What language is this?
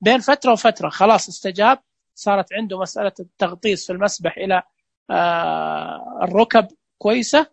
Najdi Arabic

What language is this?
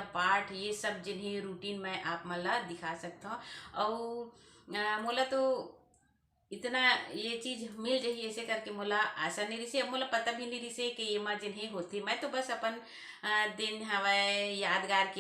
Chhattisgarhi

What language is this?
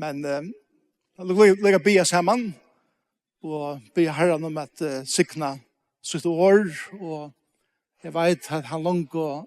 Faroese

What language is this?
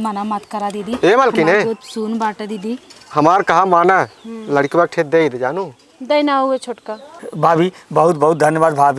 Awadhi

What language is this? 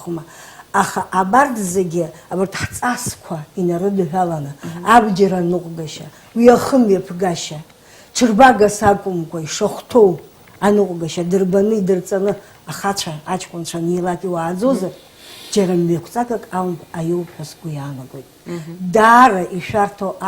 Abkhazian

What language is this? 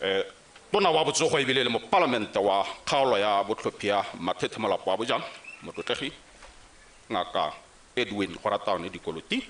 Tswana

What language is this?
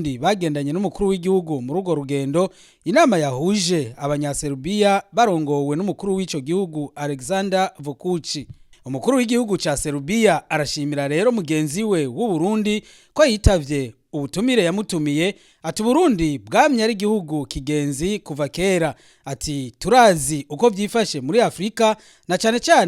Rundi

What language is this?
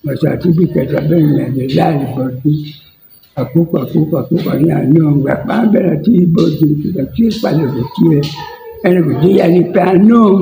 Acoli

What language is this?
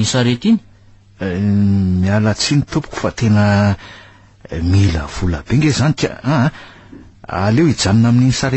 Malagasy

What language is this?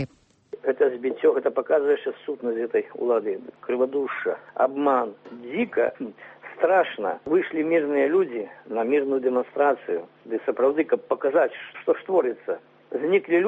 Belarusian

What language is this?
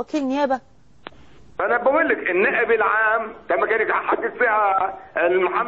Egyptian Arabic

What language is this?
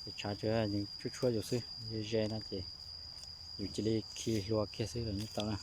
Hmong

